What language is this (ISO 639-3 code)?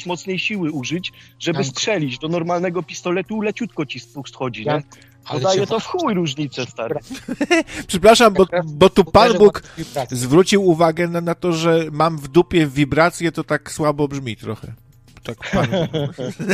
pol